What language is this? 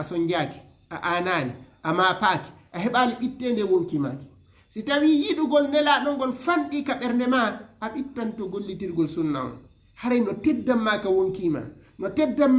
Fula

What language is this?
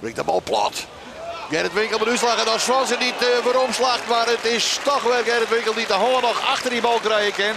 Western Frisian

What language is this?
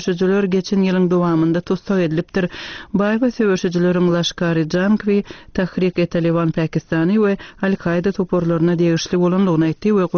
Turkmen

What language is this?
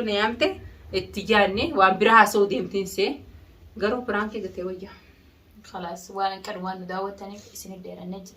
Oromo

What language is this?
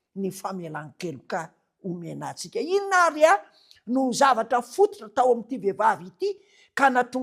Malagasy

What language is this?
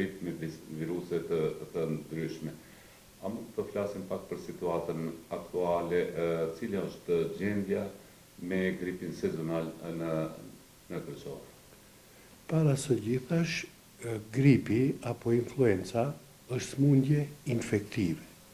Albanian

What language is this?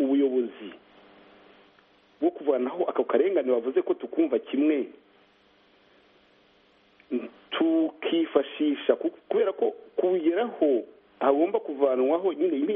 Kinyarwanda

